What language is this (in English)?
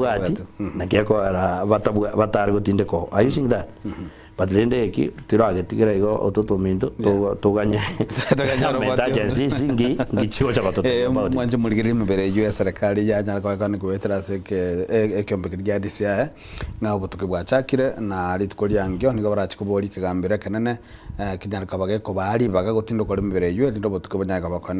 Gusii